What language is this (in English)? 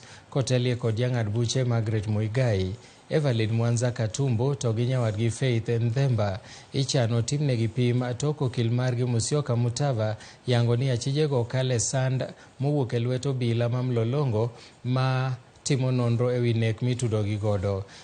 Luo (Kenya and Tanzania)